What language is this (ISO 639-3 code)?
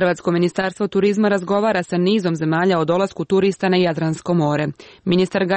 hrv